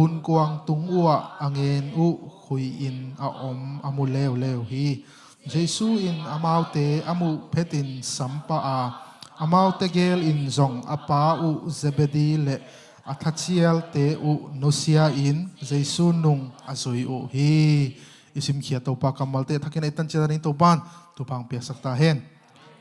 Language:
Tedim Chin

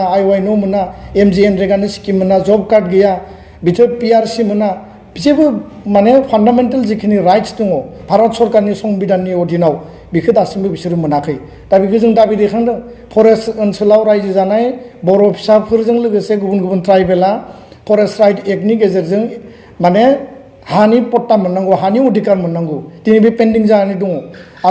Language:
Bodo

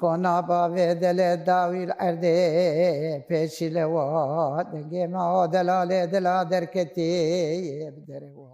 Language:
Kurdish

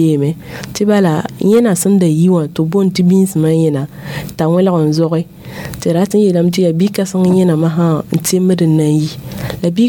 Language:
Mossi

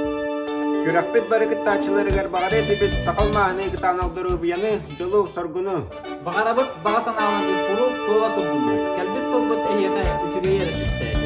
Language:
Yakut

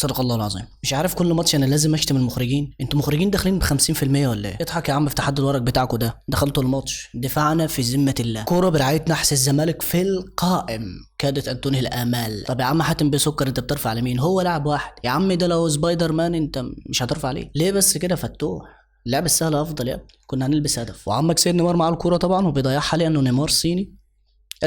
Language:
Egyptian Arabic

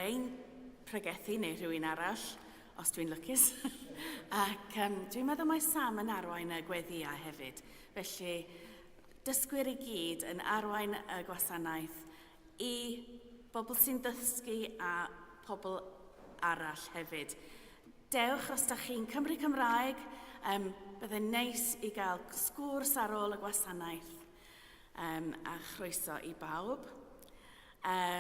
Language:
Welsh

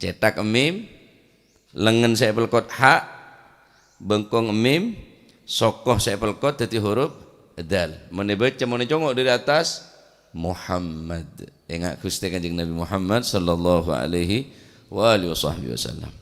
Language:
Madurese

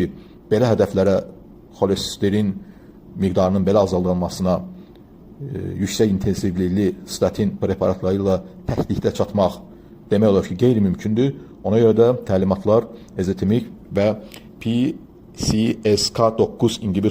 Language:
Azerbaijani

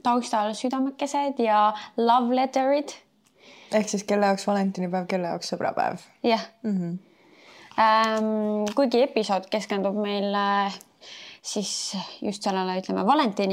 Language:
Estonian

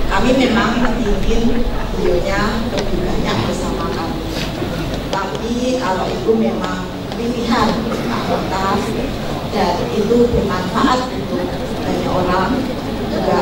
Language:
Indonesian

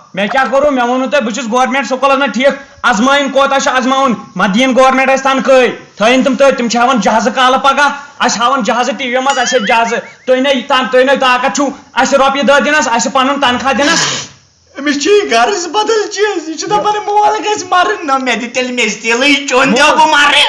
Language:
Kashmiri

